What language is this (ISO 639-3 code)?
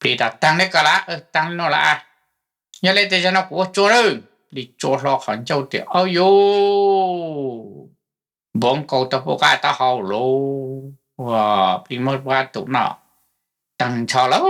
hmn